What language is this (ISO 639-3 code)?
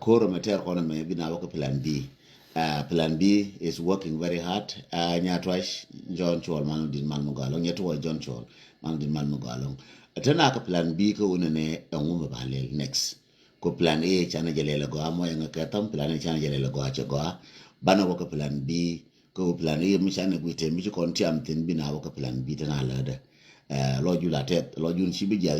nus